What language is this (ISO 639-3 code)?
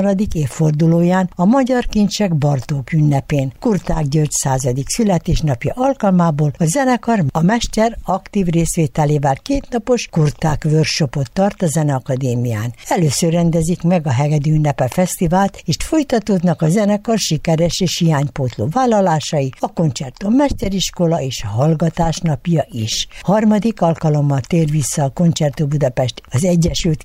hun